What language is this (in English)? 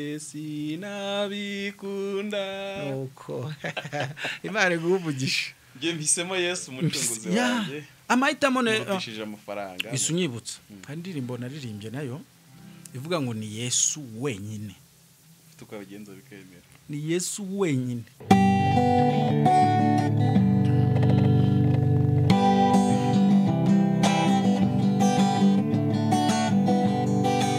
Kinyarwanda